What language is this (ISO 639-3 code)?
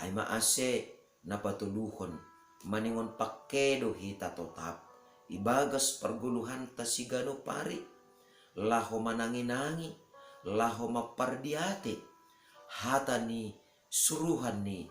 bts